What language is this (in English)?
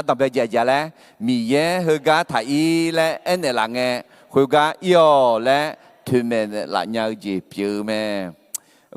Akha